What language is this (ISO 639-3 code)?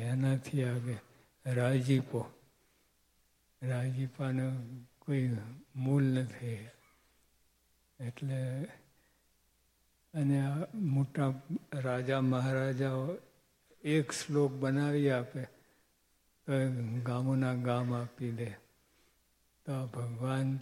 guj